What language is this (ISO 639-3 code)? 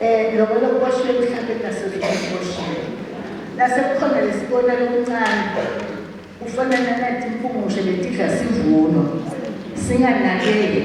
zul